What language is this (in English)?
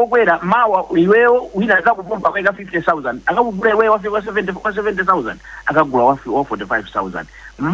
Nyanja